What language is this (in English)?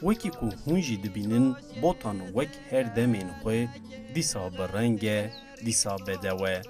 Kurdish